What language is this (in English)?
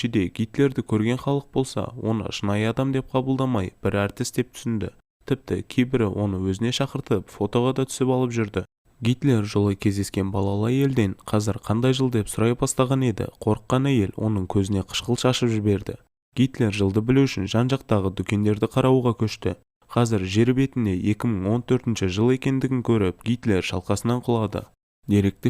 Kazakh